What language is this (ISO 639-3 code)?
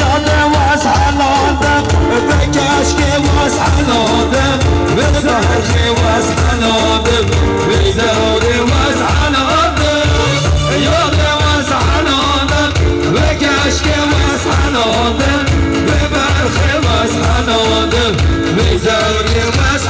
kur